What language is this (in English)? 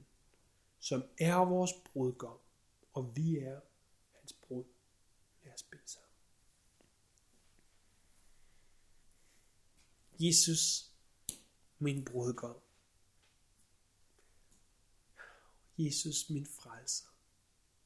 Danish